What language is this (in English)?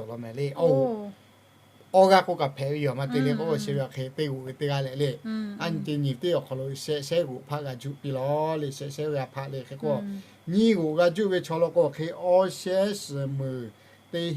Lahu